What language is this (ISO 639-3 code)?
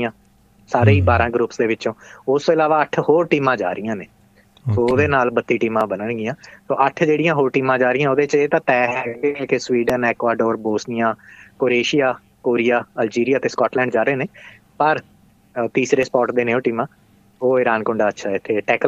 pan